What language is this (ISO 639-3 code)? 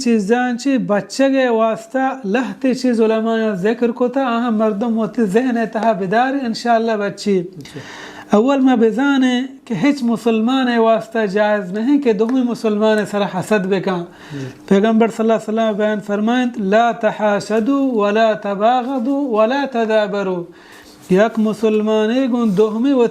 bal